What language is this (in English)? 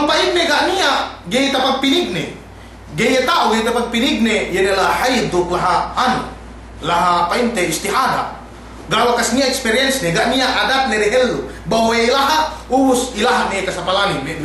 Yakan